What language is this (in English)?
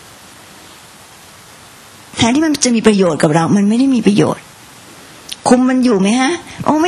Thai